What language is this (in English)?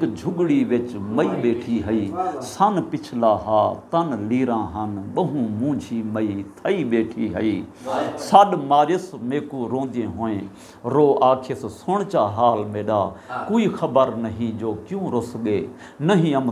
Saraiki